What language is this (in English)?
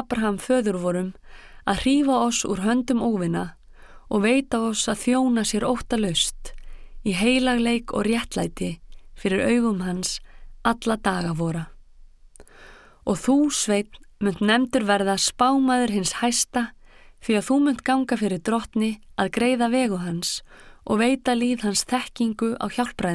Icelandic